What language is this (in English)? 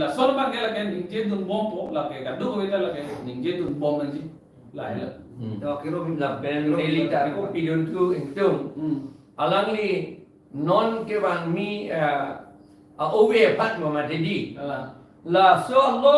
Karbi